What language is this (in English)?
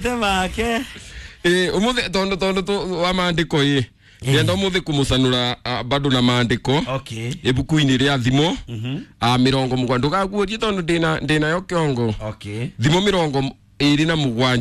Kikuyu